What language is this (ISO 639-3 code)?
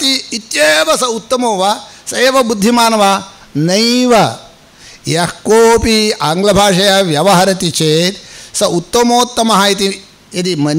san